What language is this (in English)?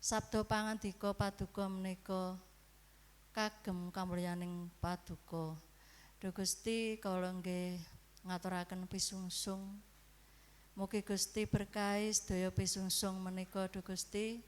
Javanese